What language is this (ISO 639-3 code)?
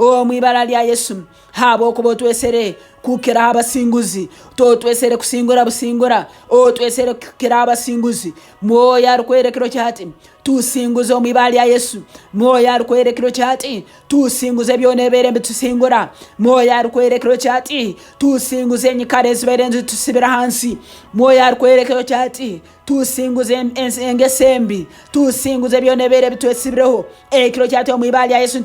nyn